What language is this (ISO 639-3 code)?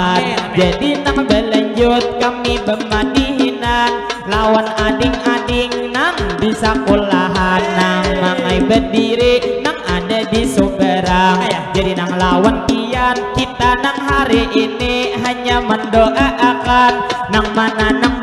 bjn